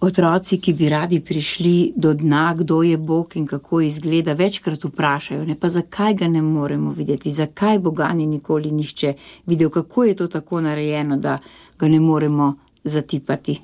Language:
Slovenian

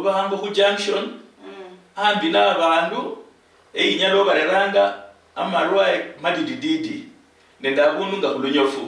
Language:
Luyia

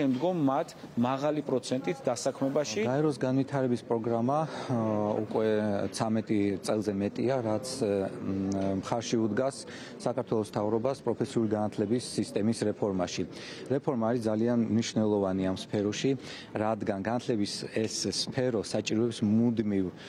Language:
Georgian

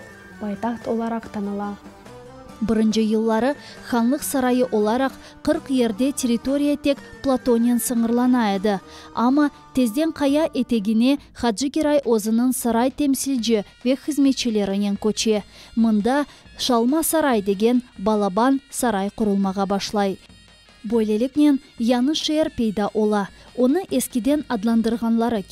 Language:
Crimean Tatar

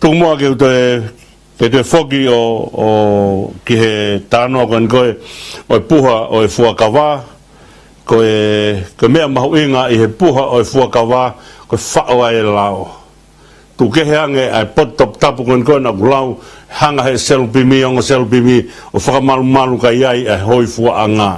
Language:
Tongan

